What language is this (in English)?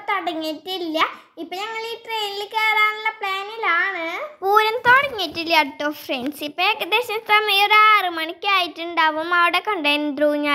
Malayalam